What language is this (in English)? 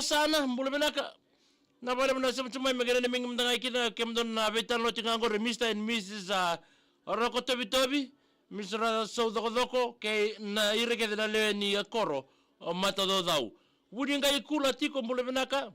Fijian